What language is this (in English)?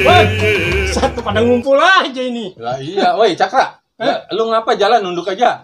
Betawi